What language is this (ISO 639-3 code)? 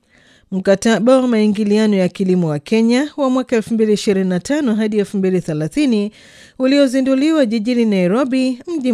swa